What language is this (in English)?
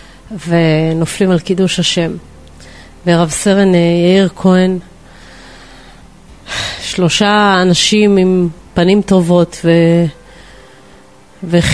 Hebrew